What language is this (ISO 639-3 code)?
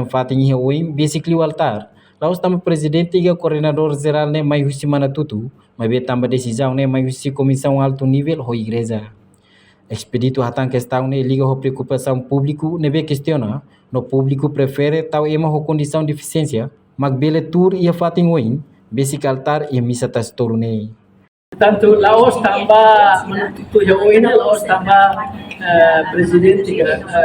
tet